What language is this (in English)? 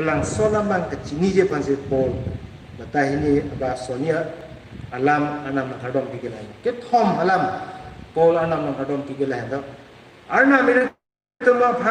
Karbi